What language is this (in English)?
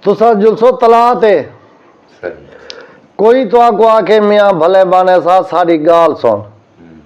Saraiki